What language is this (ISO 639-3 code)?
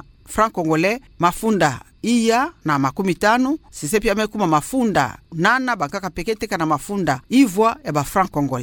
ktu